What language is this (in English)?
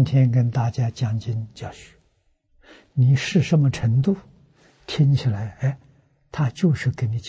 Chinese